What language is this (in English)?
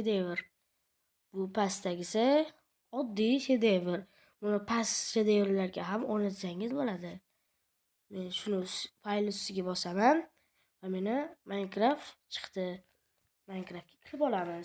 Uzbek